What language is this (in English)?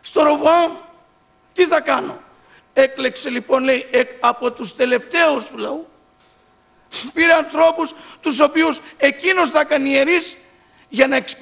Greek